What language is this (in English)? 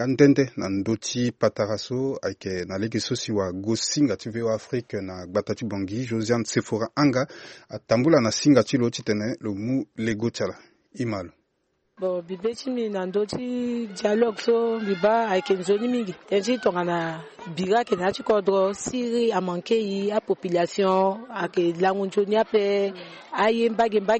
Sango